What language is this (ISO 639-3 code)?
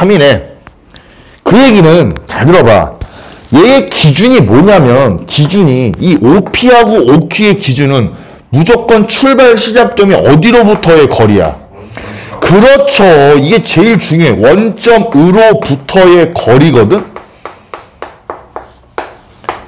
kor